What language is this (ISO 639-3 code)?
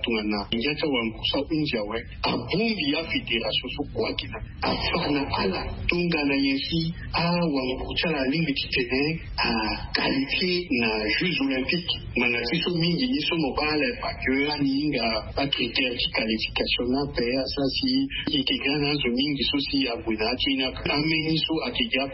sag